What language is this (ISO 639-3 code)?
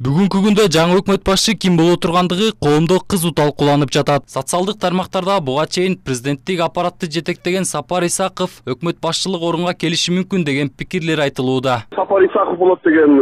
kir